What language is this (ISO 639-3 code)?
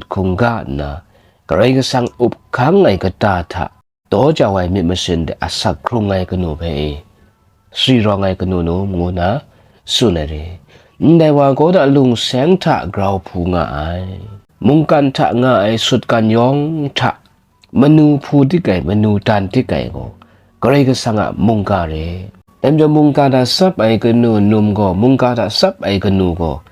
kac